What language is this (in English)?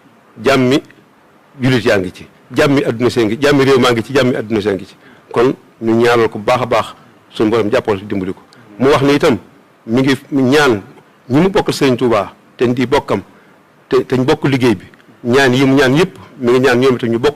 Wolof